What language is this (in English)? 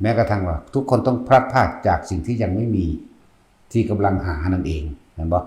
Northeastern Thai